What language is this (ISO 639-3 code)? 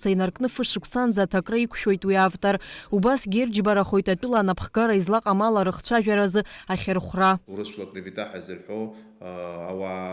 abk